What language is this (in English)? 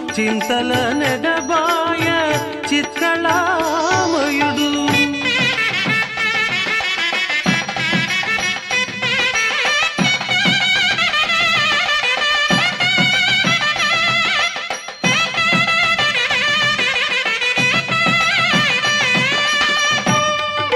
Telugu